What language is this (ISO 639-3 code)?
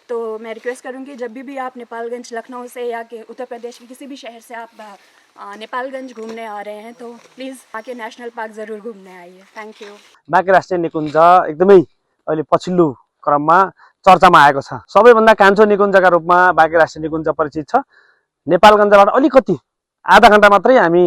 nep